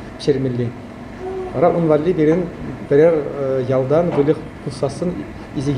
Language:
Chuvash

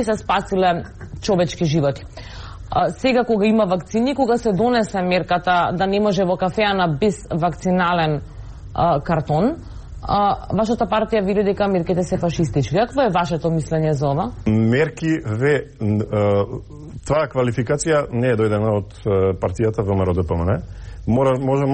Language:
Macedonian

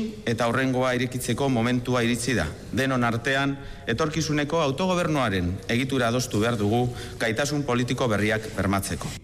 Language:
Basque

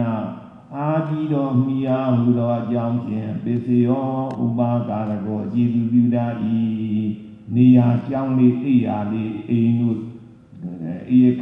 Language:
Burmese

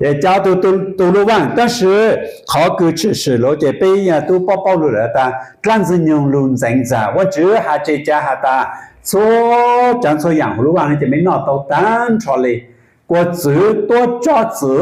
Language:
Hmong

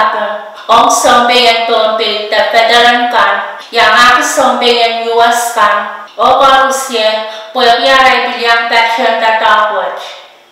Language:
Pohnpeian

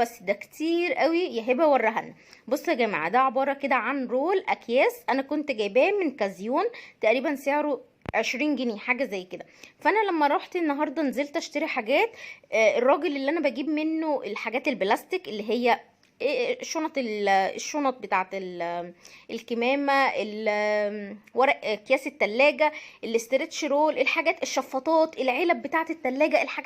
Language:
Egyptian Arabic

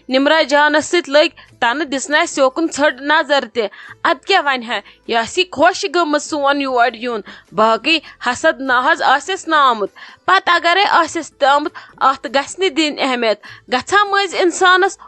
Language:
Kashmiri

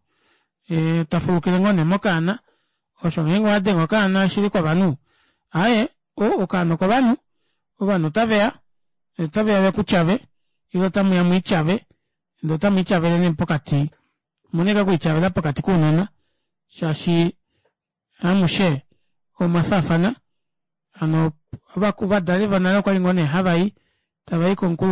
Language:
Kuanyama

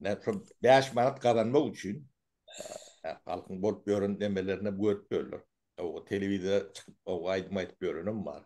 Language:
Turkmen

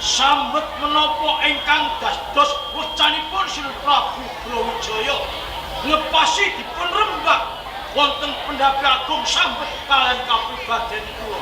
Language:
Javanese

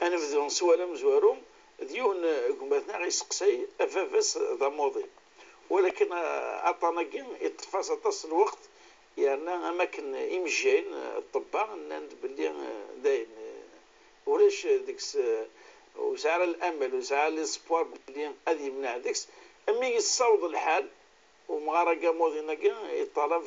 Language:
Kabyle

